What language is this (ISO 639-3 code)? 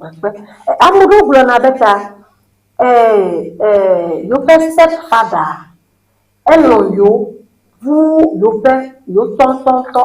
ewe